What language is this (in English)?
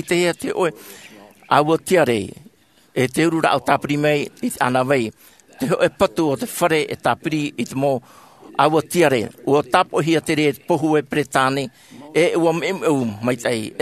Tahitian